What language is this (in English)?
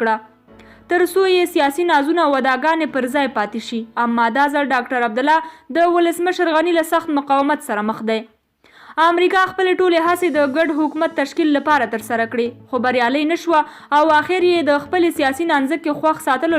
Pashto